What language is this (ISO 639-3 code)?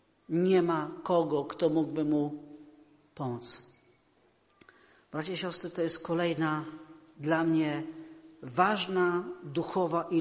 pol